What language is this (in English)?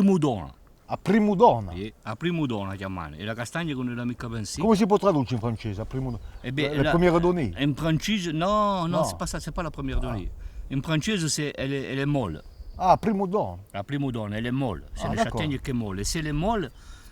Corsican